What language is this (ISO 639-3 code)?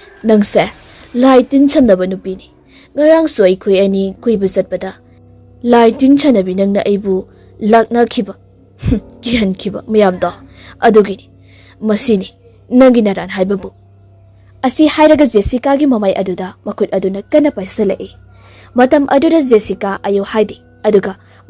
mni